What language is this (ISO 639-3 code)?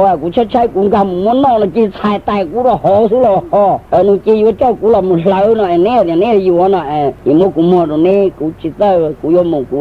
hmn